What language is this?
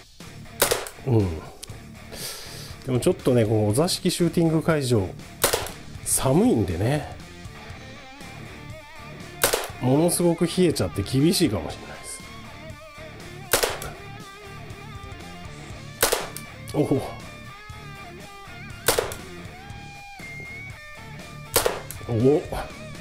Japanese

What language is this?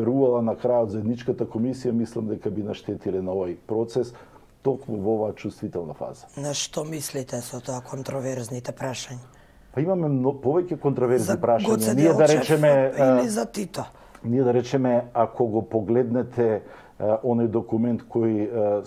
Macedonian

